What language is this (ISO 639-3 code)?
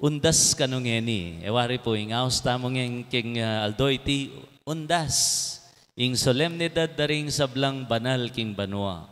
pam